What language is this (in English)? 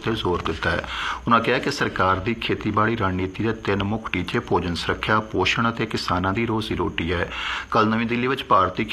Punjabi